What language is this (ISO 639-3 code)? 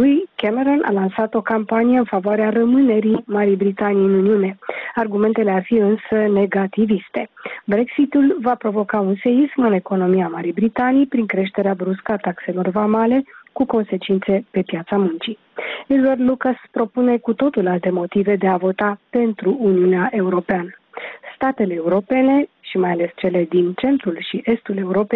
ron